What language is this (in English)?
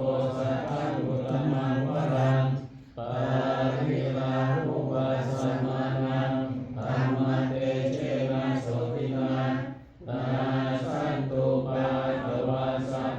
Pali